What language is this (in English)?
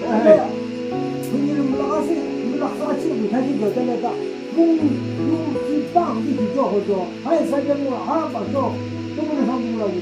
Yimchungru Naga